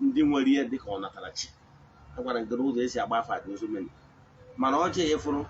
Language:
Igbo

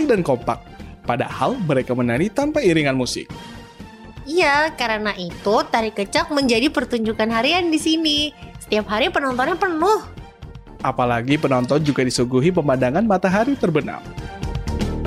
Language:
Indonesian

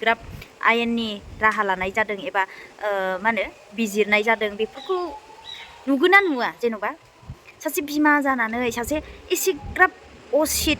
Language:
Bodo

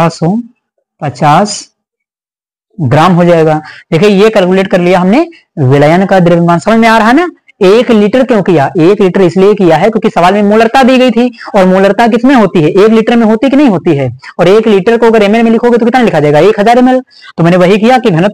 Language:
Hindi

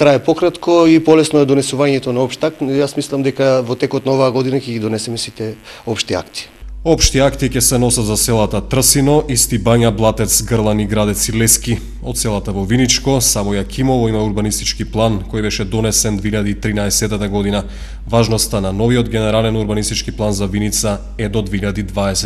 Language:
Macedonian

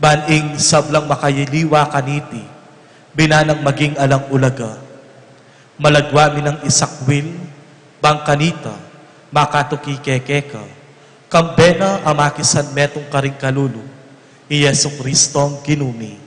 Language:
Pampanga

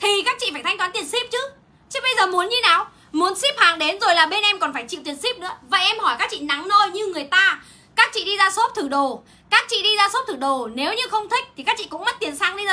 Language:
Vietnamese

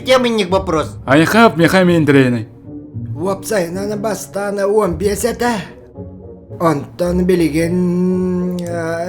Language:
Yakut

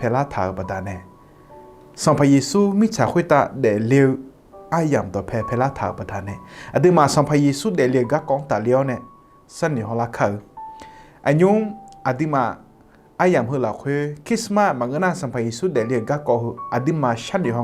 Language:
Akha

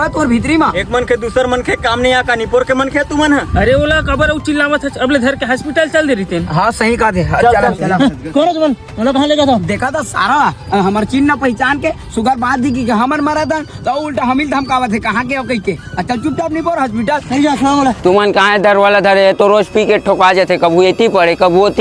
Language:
Chhattisgarhi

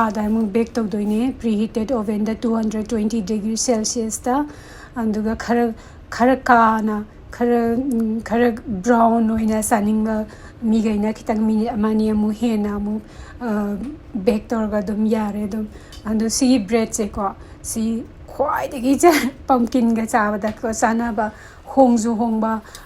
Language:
Manipuri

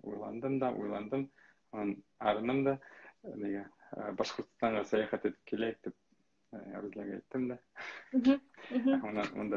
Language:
Bashkir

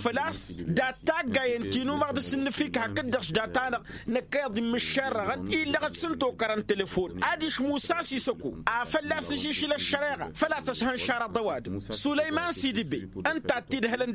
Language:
Tamasheq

